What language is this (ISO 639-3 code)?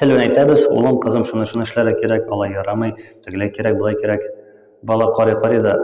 tat